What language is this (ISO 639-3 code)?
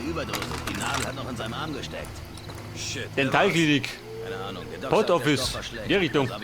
bar